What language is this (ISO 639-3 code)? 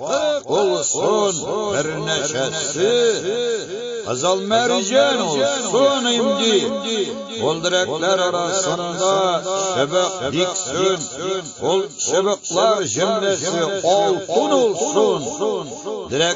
tur